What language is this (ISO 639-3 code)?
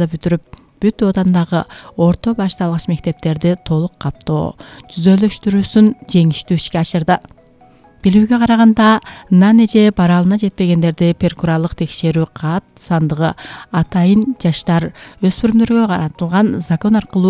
kir